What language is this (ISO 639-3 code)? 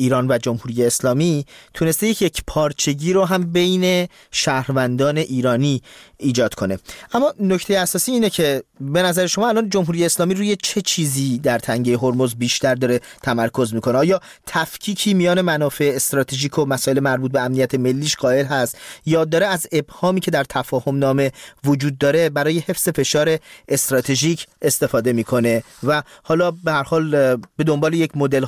fas